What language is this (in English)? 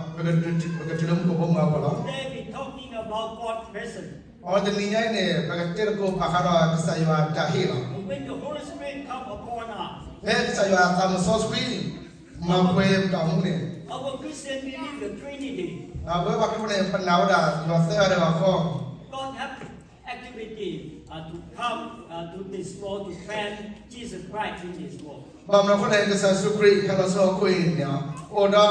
S'gaw Karen